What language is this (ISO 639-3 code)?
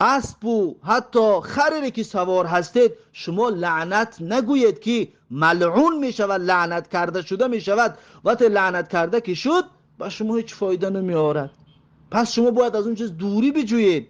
tgk